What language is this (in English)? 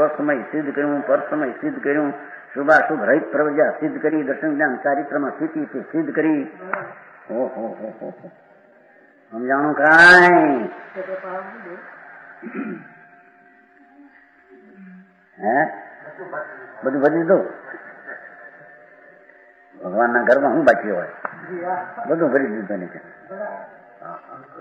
Gujarati